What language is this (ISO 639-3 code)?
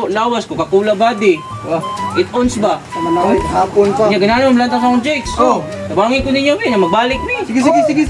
ceb